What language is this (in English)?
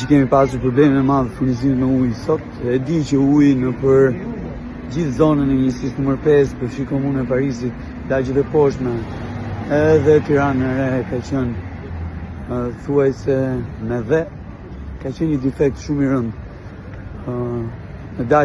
Albanian